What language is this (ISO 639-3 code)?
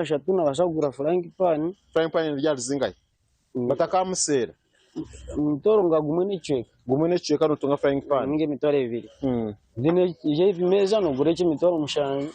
nyn